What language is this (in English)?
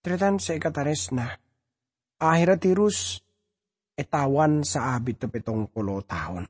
Madurese